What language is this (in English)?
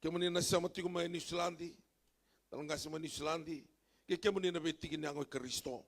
Fijian